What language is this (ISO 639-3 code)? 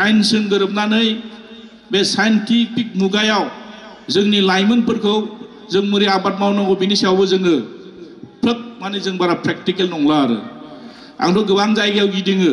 brx